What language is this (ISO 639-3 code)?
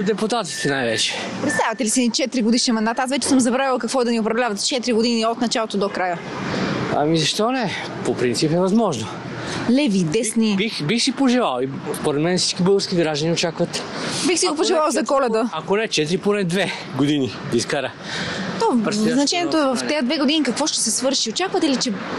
bul